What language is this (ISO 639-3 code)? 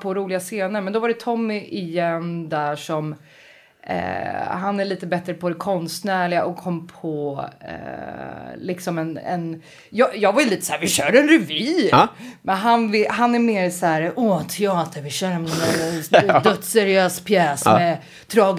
swe